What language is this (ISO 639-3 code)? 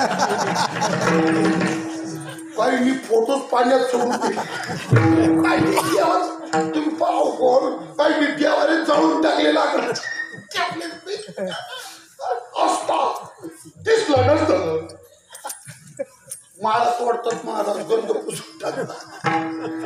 mar